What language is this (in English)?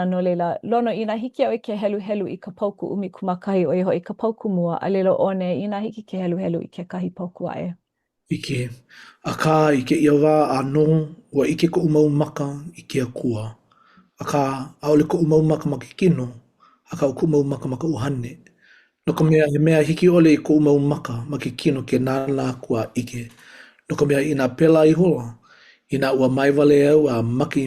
Hawaiian